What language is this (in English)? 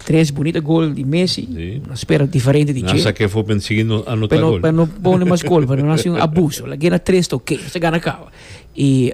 Papiamento